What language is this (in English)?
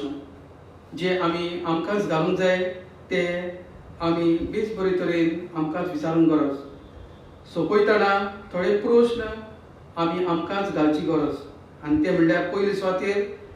Konkani